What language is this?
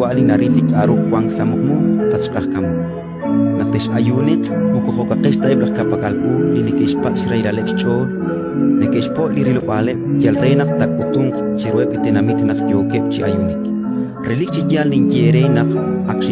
Kekchí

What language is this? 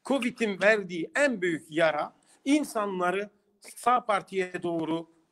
Turkish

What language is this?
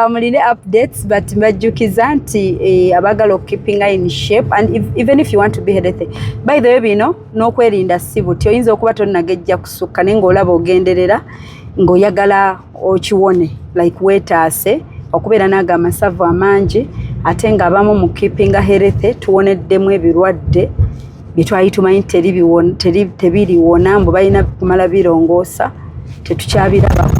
Ganda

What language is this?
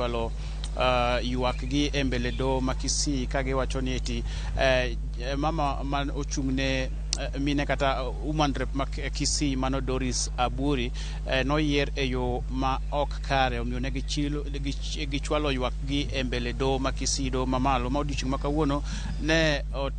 Luo (Kenya and Tanzania)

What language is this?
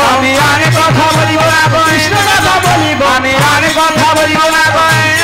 Bangla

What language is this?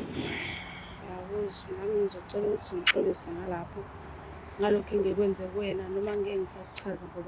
Zulu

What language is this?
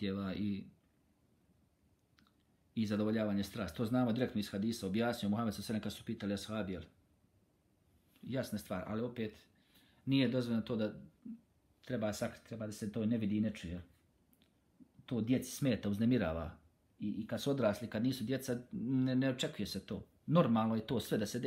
Bosnian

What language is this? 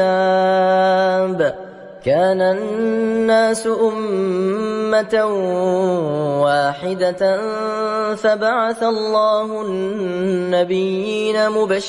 Arabic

